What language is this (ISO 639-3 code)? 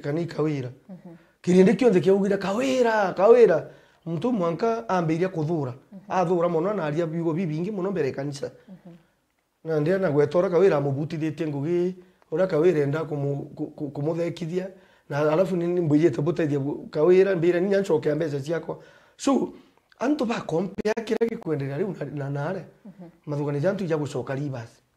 mer